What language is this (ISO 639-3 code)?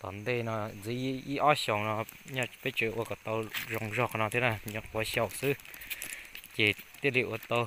hmn